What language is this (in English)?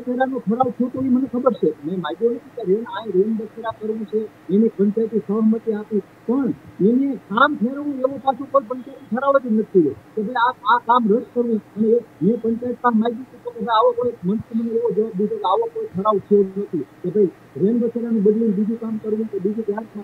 Gujarati